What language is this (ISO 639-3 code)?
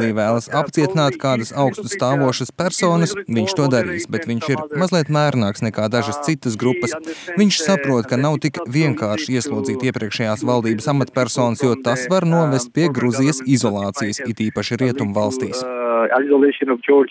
lav